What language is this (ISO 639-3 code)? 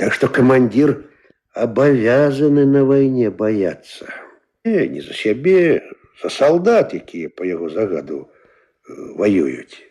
bel